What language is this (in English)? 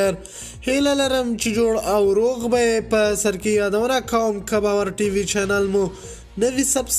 Pashto